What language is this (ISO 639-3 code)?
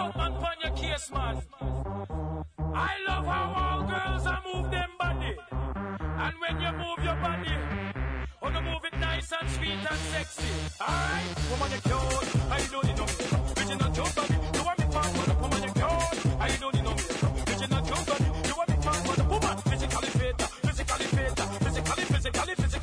por